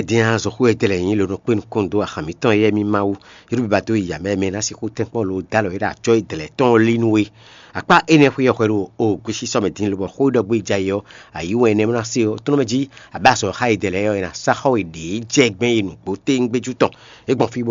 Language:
Fon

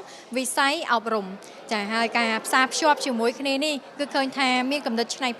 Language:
Khmer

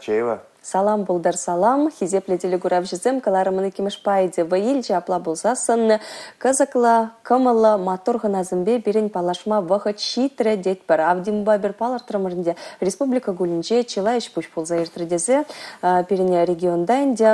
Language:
Chuvash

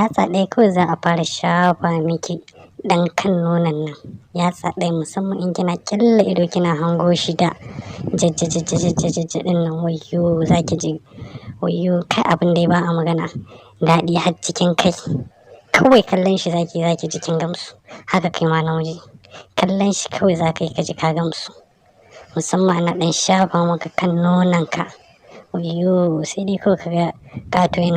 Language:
Hausa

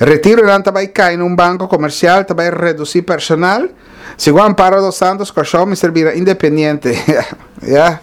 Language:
Papiamento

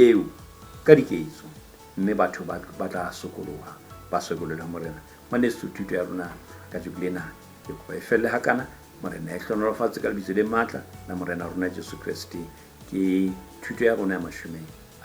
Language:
Southern Sotho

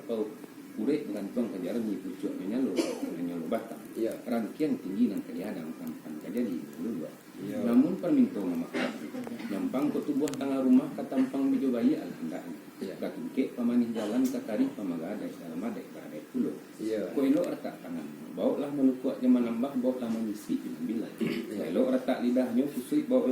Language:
Minangkabau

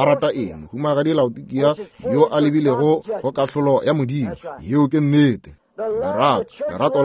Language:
Northern Sotho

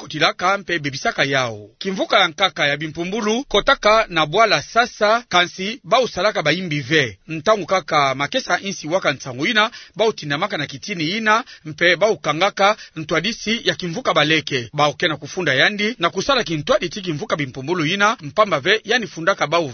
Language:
Kituba (Democratic Republic of Congo)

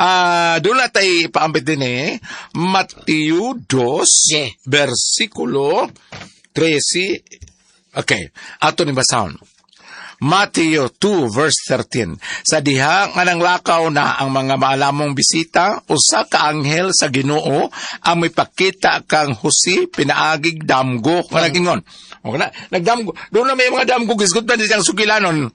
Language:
Cebuano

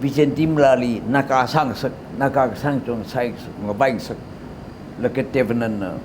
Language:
Tangkhul Naga (India)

